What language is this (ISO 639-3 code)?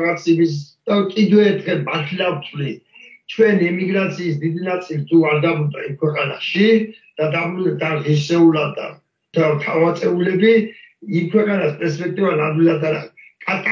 kat